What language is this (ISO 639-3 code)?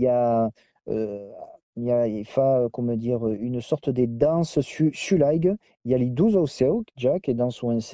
oci